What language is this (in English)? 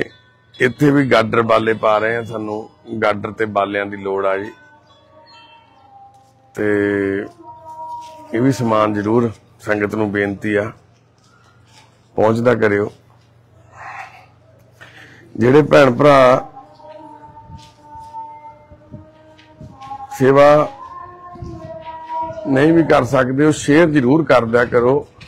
Punjabi